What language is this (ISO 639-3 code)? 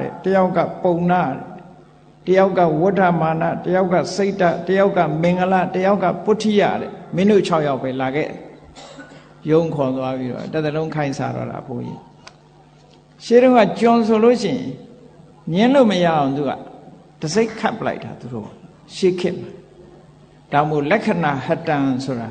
mya